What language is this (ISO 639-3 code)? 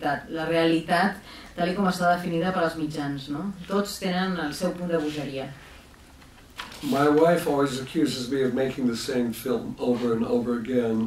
cat